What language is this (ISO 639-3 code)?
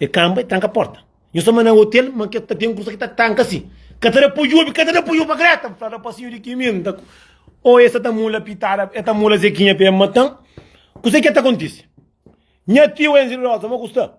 kea